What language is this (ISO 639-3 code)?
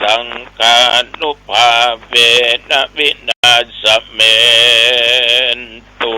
pli